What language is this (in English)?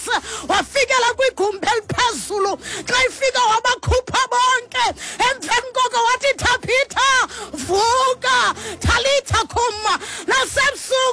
Xhosa